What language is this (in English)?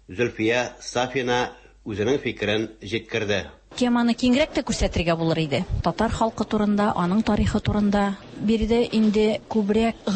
Tatar